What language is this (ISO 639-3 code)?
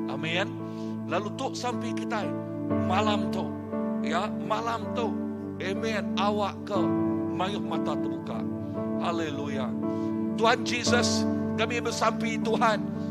iba